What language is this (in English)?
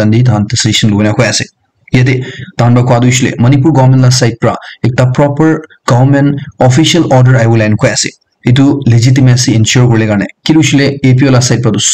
Naga Pidgin